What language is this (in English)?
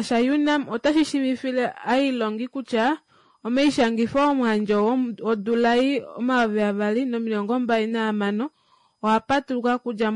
Kuanyama